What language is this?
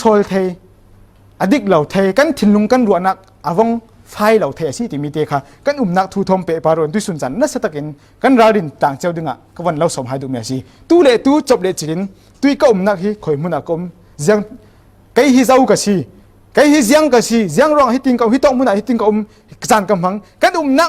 Falam Chin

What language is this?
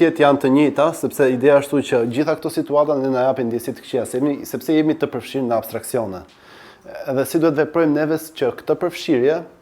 Albanian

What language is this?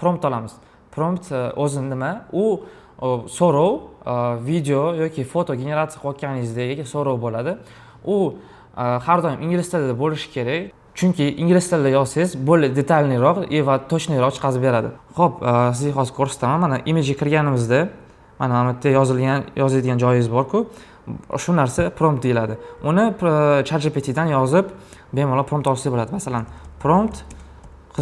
Uzbek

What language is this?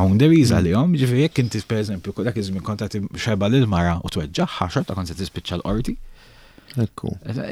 Maltese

